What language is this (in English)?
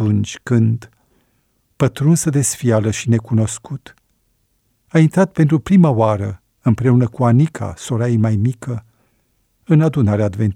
Romanian